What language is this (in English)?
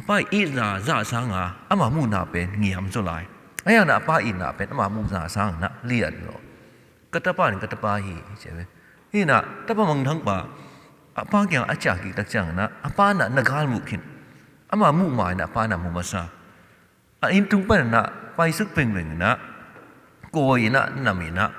Tedim Chin